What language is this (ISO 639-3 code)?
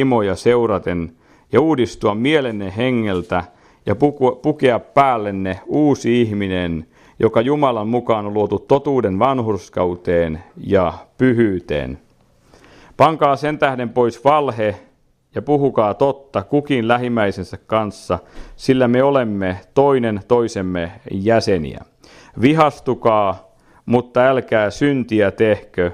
fin